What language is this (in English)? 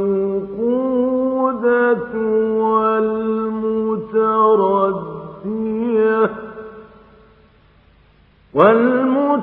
Arabic